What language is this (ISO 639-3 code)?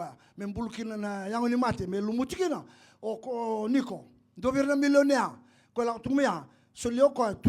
fij